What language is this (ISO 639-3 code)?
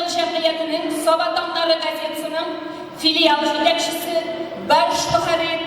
tat